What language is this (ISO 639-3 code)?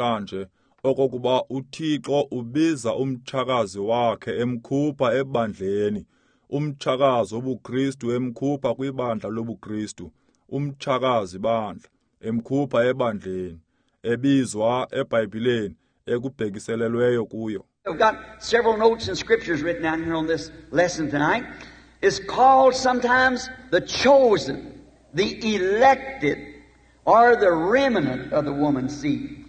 xho